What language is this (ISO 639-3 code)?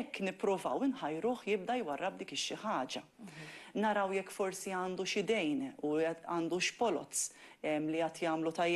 mlt